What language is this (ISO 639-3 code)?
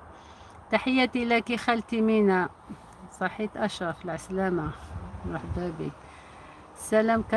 arq